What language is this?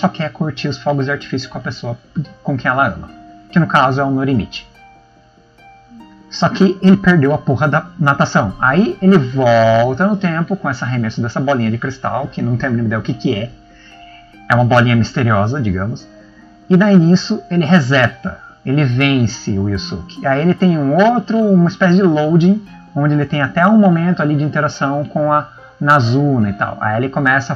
Portuguese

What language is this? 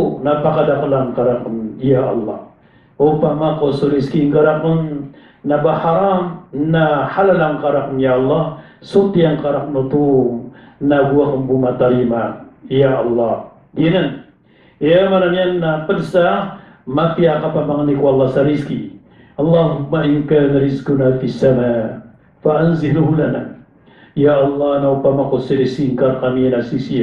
Maranao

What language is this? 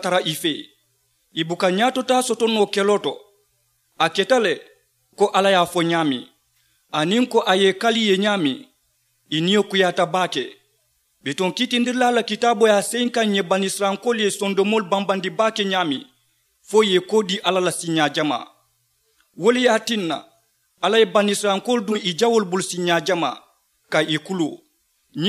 Mandingo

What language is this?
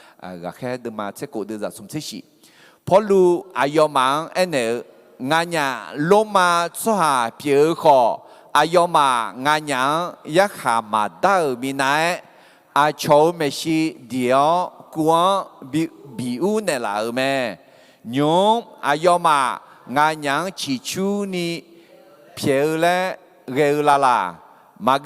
Akha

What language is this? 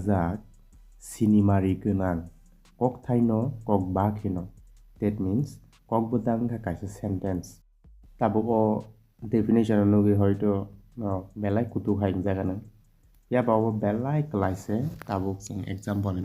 Kok Borok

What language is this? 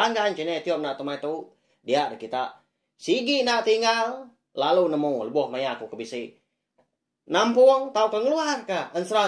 Iban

